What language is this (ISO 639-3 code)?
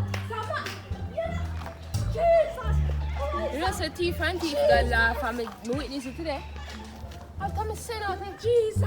jam